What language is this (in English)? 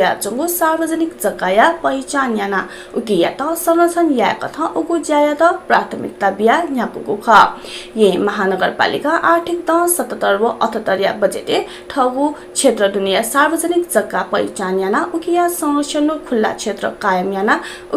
Newari